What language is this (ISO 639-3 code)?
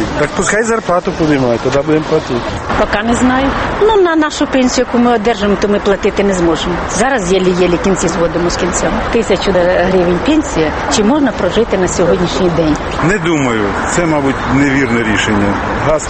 ukr